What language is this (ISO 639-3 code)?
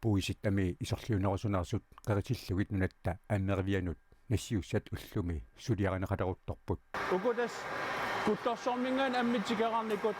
kal